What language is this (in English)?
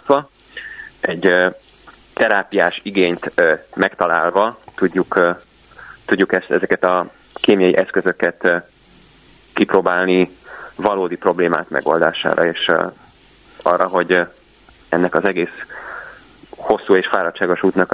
Hungarian